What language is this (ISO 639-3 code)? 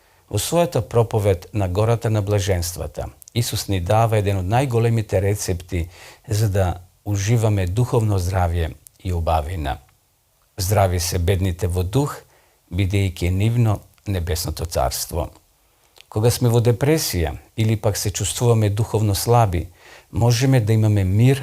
mkd